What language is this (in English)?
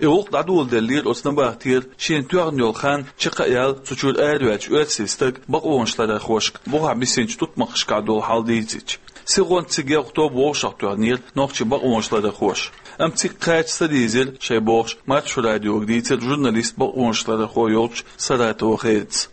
Chechen